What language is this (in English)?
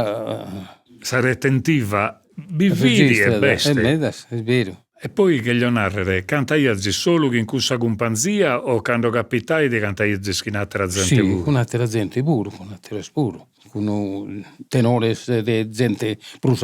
Sardinian